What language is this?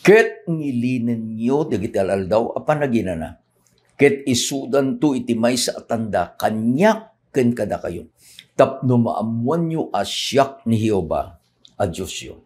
Iloko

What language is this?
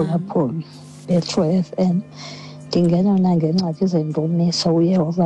Xhosa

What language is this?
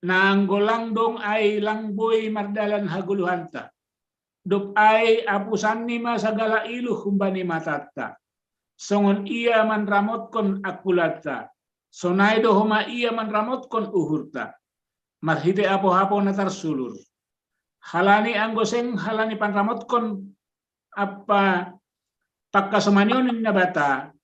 Batak Simalungun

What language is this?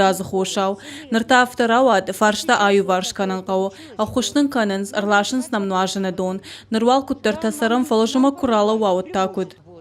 Ossetic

